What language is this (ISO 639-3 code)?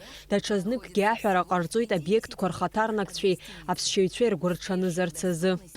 abk